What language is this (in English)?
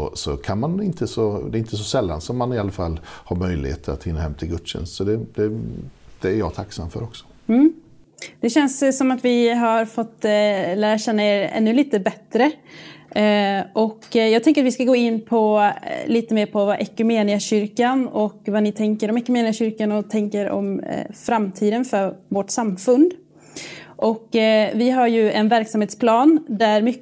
Swedish